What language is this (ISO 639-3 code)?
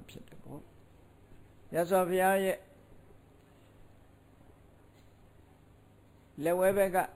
mya